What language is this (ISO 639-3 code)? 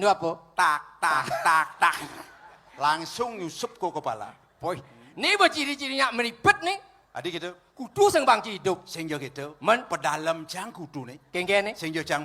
ban